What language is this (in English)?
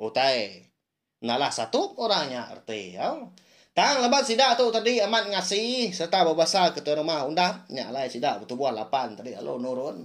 Iban